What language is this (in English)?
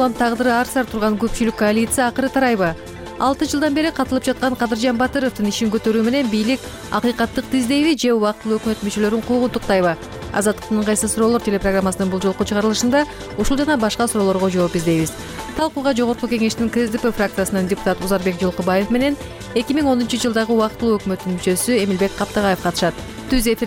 Kyrgyz